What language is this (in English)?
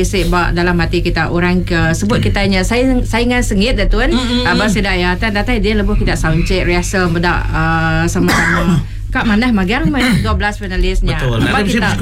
Iban